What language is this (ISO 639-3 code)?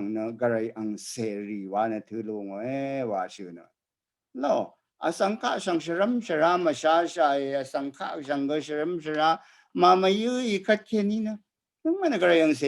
raw